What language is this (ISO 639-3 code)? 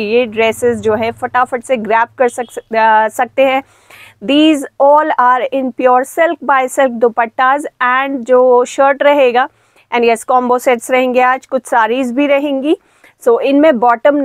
hin